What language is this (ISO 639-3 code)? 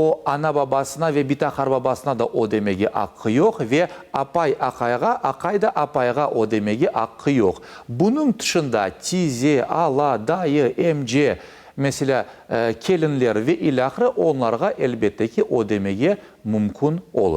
crh